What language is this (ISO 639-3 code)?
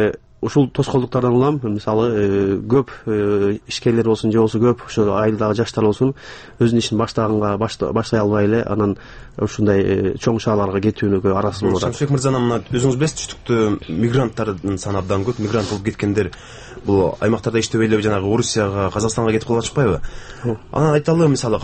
kir